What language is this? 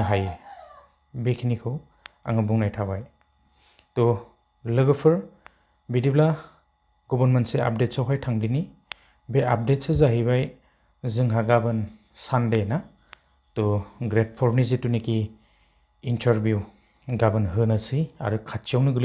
Bodo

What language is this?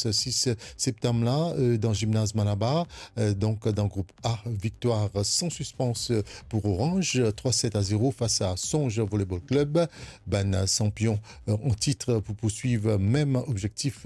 Morisyen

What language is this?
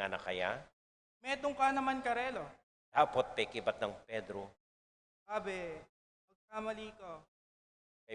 Pampanga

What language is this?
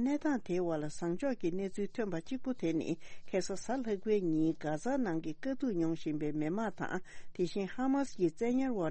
Tibetan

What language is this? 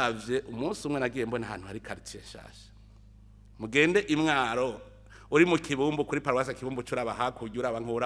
Rundi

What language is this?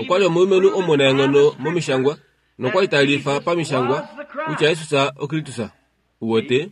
Kuanyama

